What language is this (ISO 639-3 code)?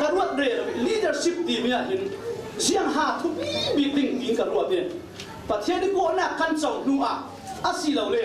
cfm